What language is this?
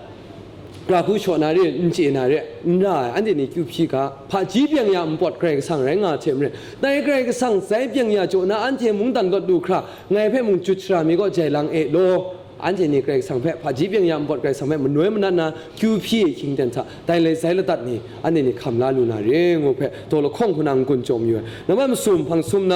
Kachin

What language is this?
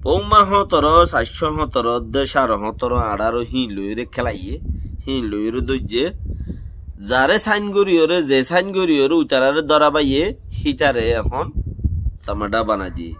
Rohingya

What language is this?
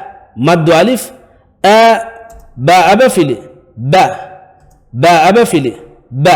Divehi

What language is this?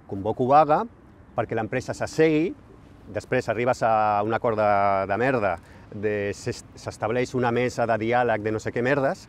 Catalan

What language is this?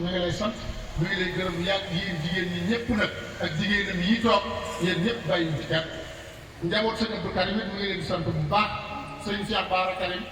Wolof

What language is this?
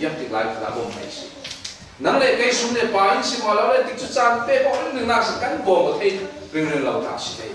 Falam Chin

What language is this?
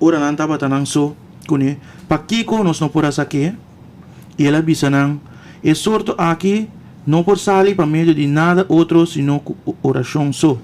Papiamento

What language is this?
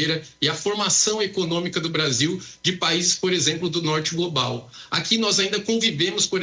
Portuguese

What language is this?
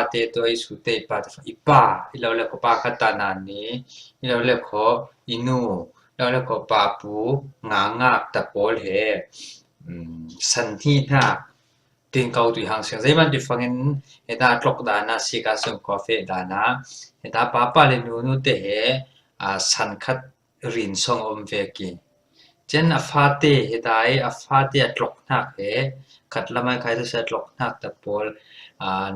Falam Chin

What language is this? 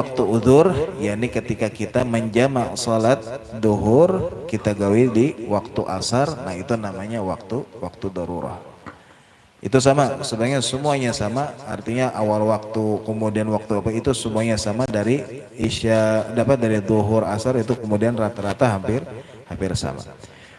Banjar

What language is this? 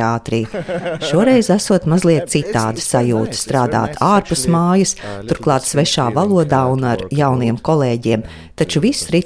Latvian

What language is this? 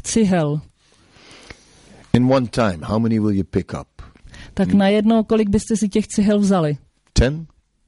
Czech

